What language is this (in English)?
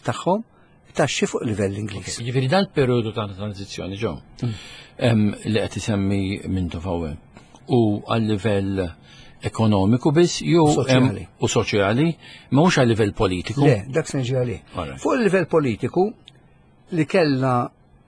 Maltese